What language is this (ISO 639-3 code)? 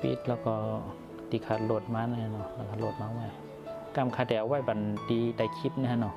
shn